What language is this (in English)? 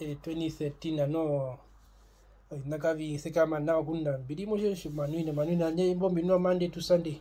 Herero